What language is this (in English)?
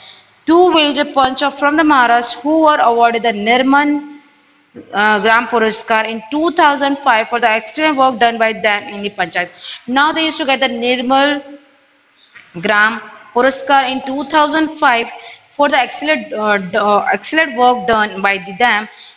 English